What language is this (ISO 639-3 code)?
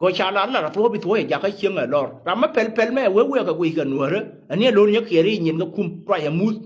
nus